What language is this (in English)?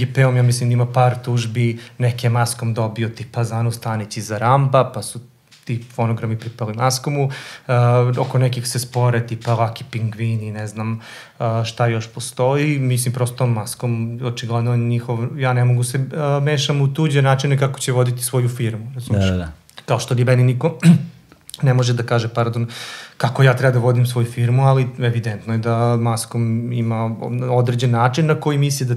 Serbian